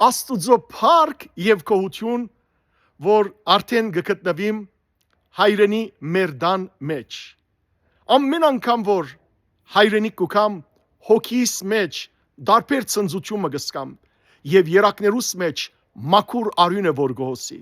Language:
Western Armenian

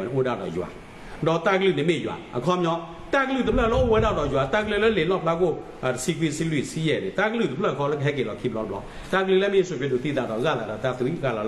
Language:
S'gaw Karen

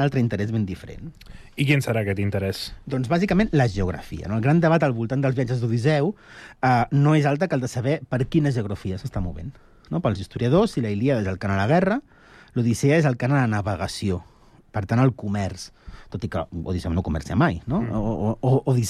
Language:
Catalan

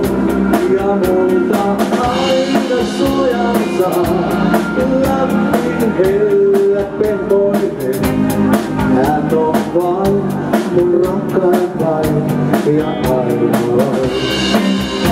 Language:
Finnish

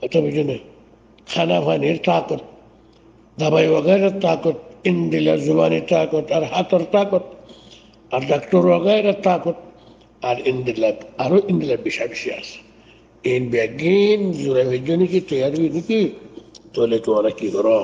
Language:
Rohingya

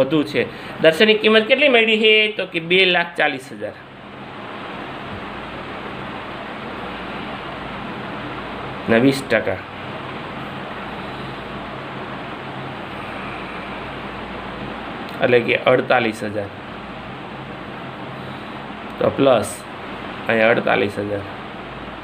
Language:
Gujarati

